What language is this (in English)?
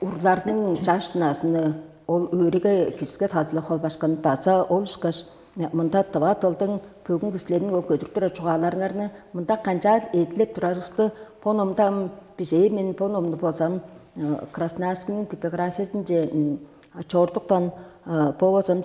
Tuvinian